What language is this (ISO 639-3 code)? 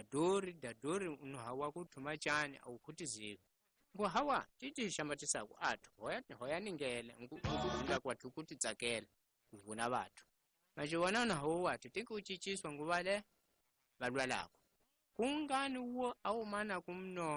tso